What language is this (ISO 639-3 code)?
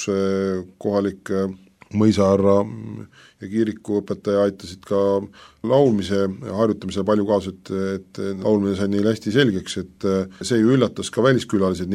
est